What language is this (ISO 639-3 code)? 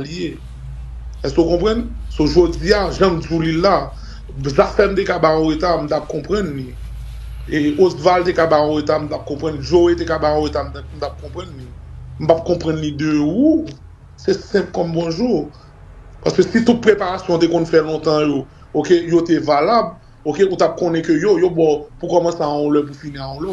hat